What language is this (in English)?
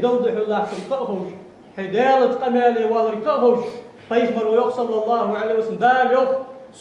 Ingush